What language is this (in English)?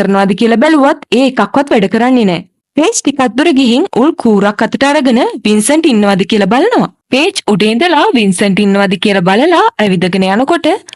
Sinhala